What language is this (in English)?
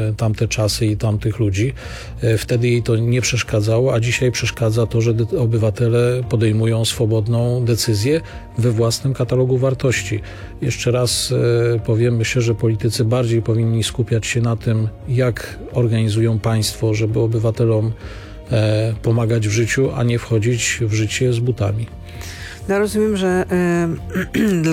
Polish